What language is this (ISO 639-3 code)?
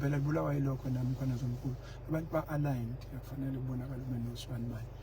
zul